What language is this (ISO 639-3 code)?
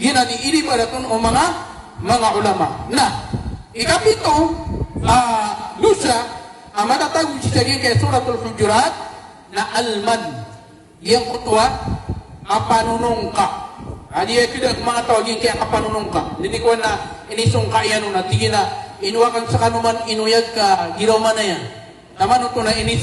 mrw